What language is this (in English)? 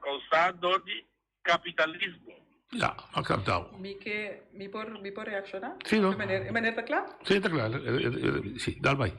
Papiamento